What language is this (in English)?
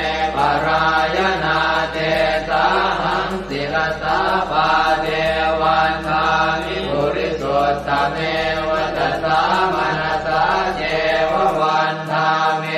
Pali